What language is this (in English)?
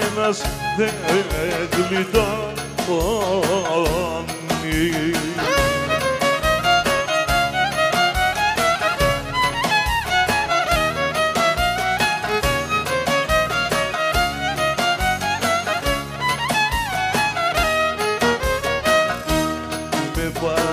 Greek